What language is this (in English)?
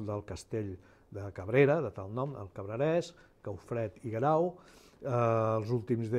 Catalan